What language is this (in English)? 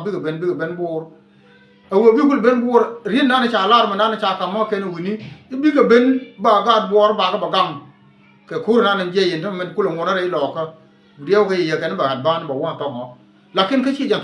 Nuer